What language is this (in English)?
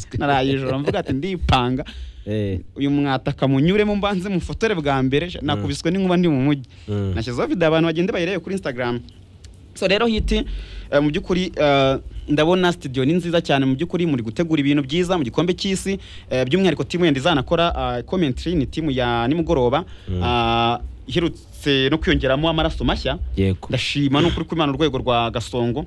Kinyarwanda